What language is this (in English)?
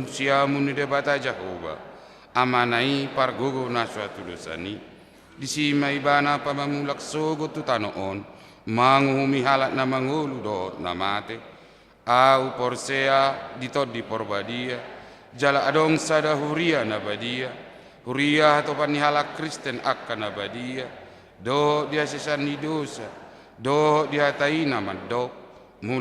Batak Toba